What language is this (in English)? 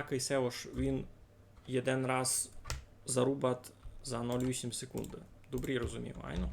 Rusyn